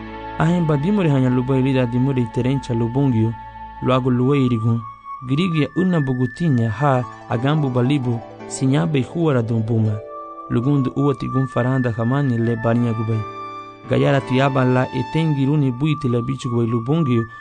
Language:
Garifuna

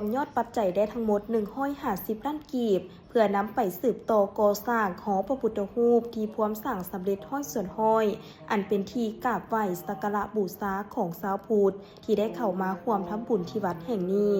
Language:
Lao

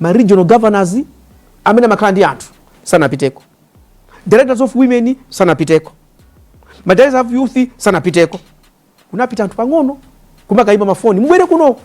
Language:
Nyanja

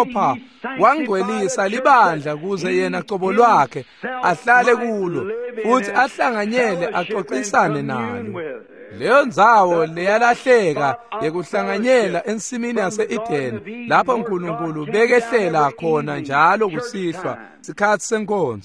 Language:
Swati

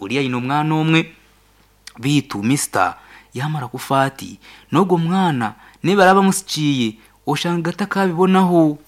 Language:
Nyankole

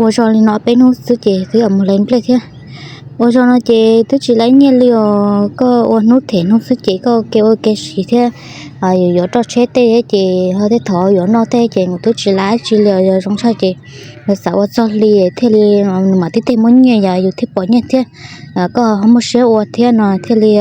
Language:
Hmong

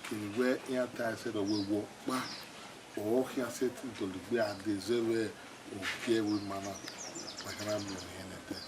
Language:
Bini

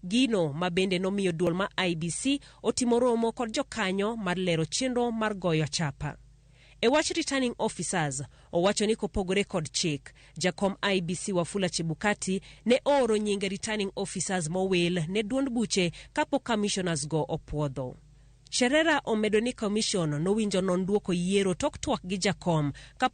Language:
Luo (Kenya and Tanzania)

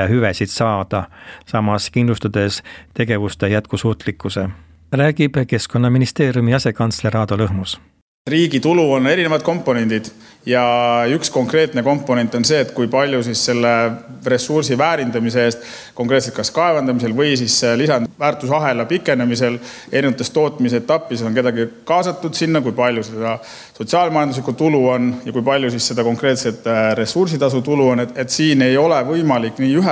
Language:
Estonian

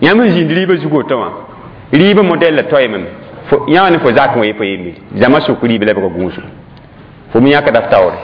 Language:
Mossi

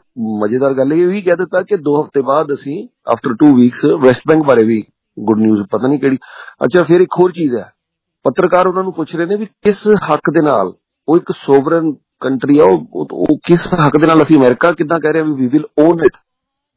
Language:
Punjabi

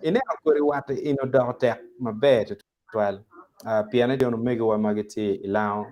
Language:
Acoli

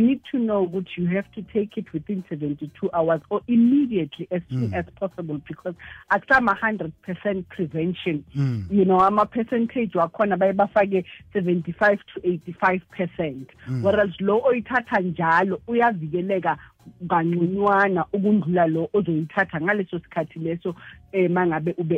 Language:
South Ndebele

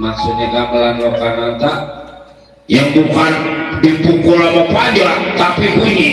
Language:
Betawi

